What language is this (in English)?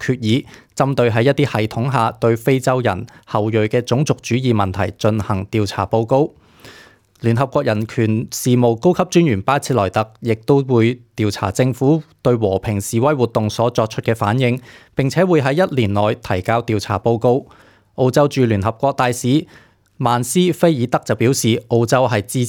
Cantonese